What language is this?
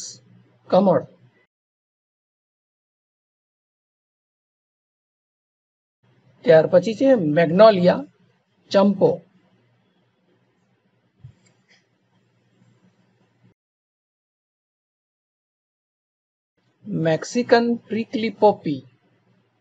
Gujarati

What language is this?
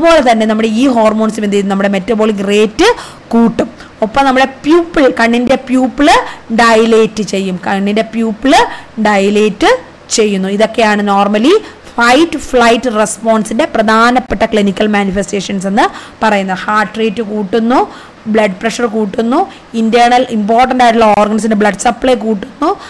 Malayalam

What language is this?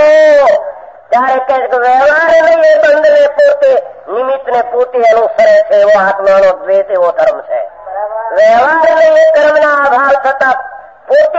Gujarati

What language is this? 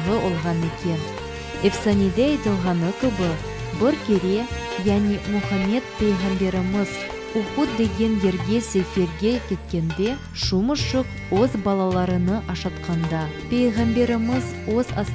Crimean Tatar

